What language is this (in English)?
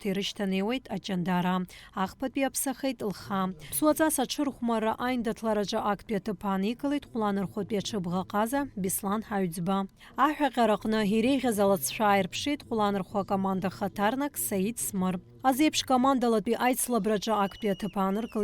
Abkhazian